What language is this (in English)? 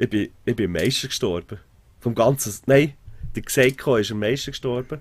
Swiss German